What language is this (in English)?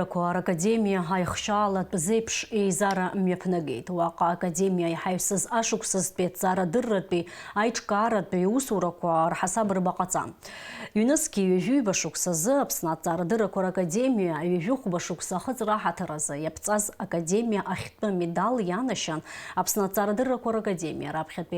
Abkhazian